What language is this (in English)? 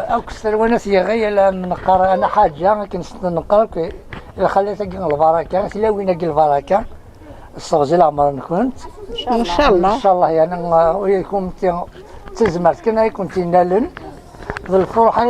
Kabyle